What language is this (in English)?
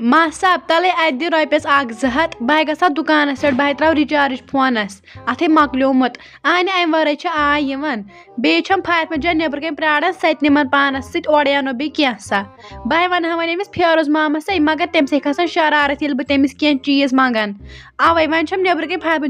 Kashmiri